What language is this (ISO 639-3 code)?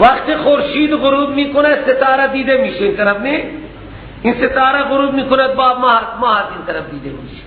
fas